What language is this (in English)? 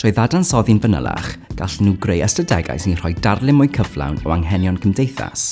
Welsh